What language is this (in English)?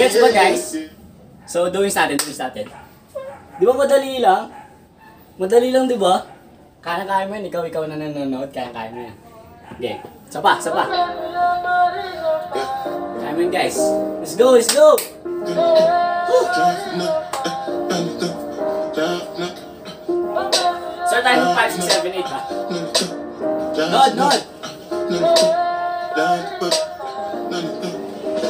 Filipino